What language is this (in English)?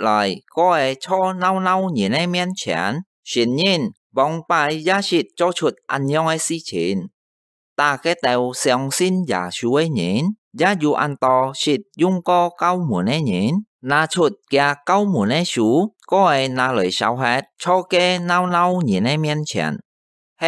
Hakka Chinese